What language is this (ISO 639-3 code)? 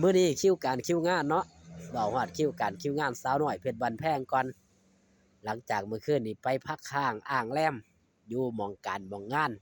tts